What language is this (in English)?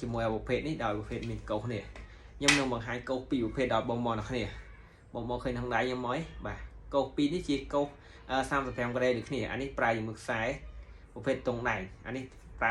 Khmer